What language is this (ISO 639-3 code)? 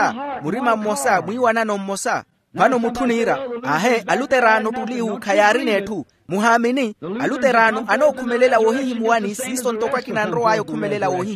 vmw